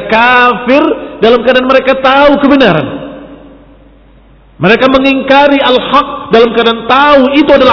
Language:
Indonesian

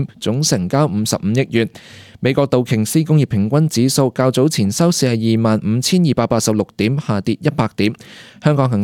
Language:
Cantonese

